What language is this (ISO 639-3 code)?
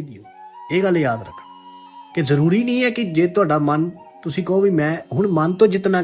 pan